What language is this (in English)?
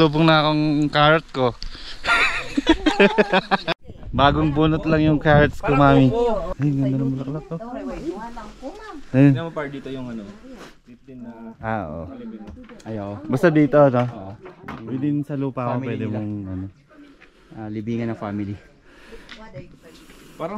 Filipino